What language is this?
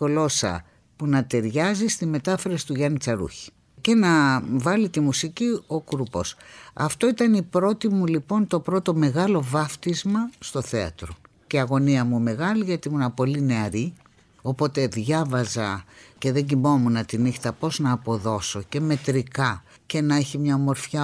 Greek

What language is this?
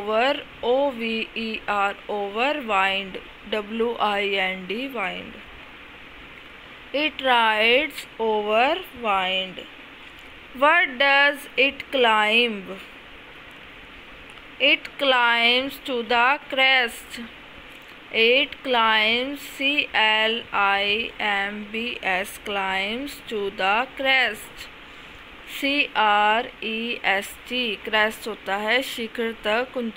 Hindi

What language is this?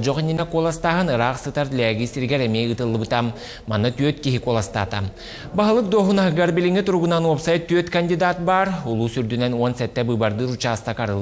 Yakut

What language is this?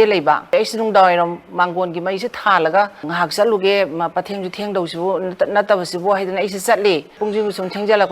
Manipuri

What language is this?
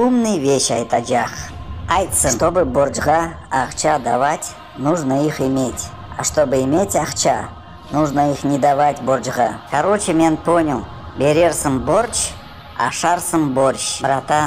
Crimean Tatar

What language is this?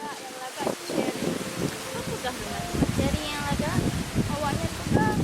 Achinese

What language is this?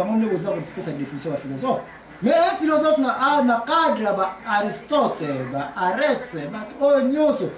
Lingala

